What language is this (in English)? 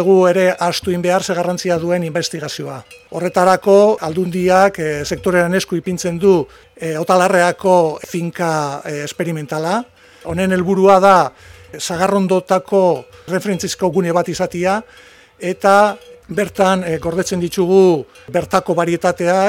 Basque